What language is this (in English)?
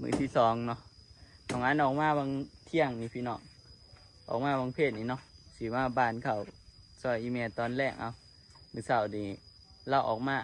Northeastern Thai